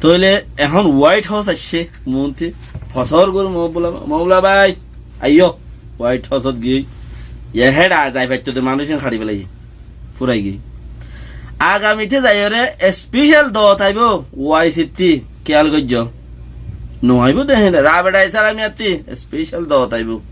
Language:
Rohingya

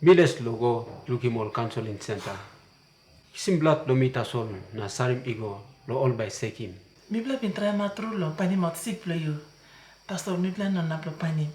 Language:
Tok Pisin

